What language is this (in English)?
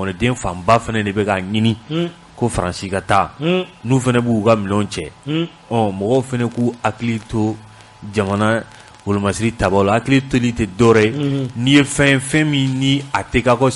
Bambara